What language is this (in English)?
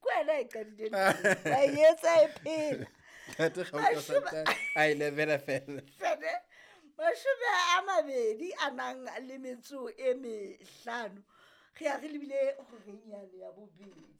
Southern Sotho